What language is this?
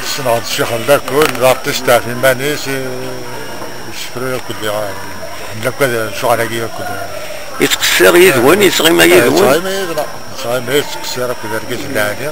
Kabyle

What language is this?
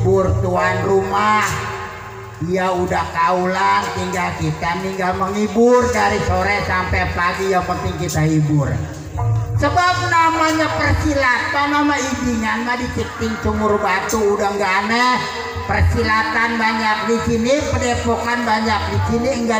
Betawi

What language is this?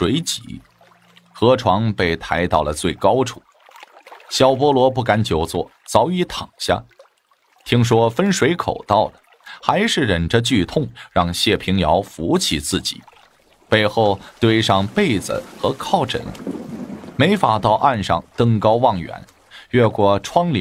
Chinese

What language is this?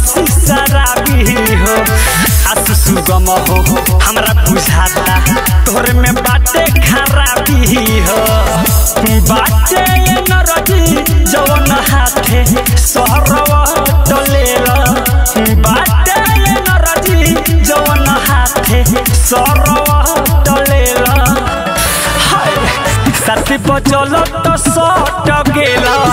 Bhojpuri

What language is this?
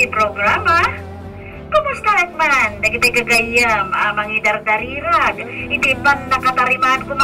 Iloko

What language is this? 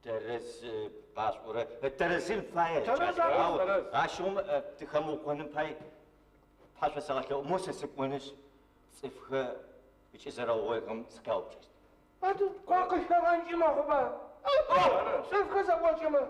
Adyghe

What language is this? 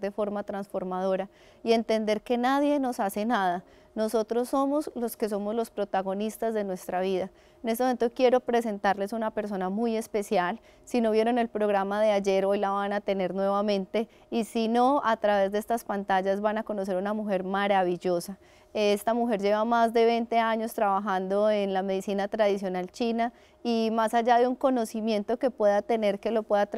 Spanish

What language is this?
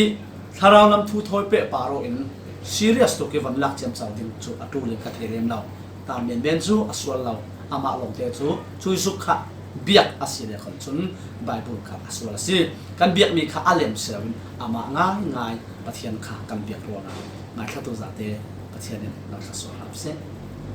Falam Chin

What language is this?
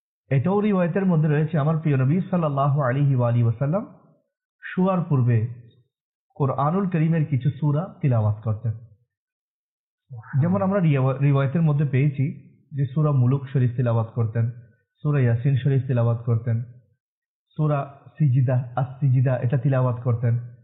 Bangla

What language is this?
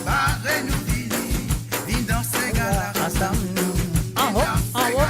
Morisyen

